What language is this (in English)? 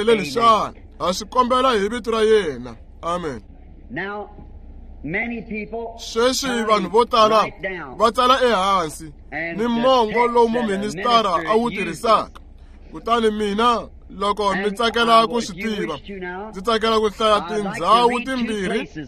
Tsonga